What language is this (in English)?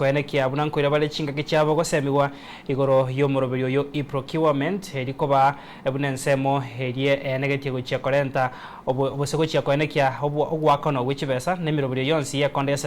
Gusii